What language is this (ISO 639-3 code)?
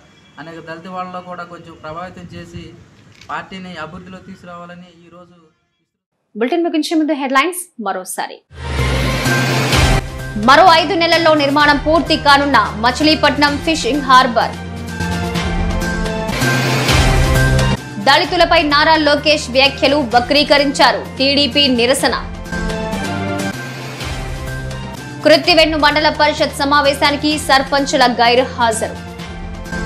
tel